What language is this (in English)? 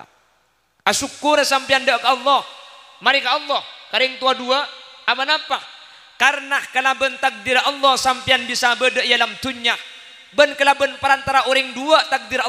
Madurese